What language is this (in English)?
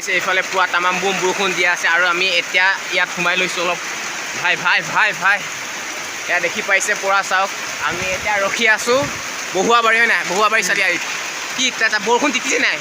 Assamese